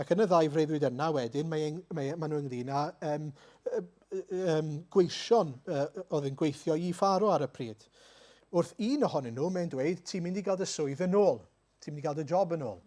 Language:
Welsh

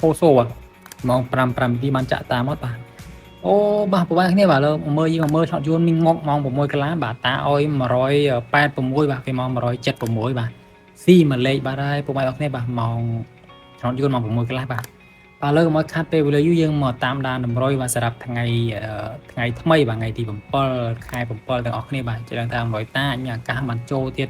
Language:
Khmer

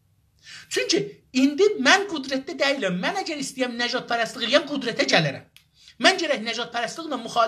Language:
South Azerbaijani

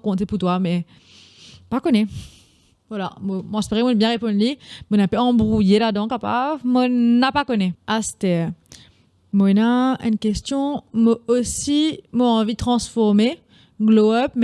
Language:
Morisyen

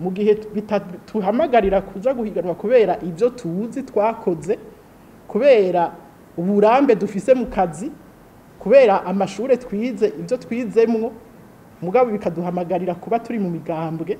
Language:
Rundi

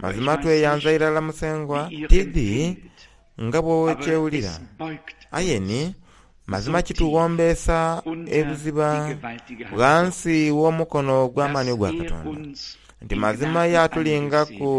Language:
Soga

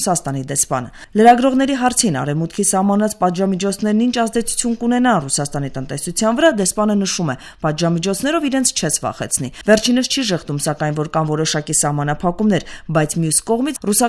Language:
Armenian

